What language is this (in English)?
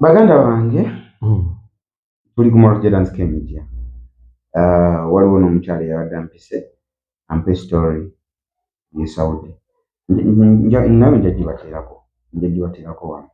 Ganda